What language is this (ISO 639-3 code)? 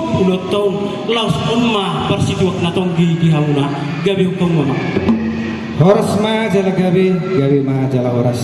bbc